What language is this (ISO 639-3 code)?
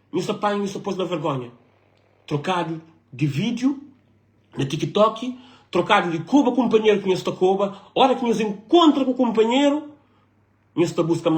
kea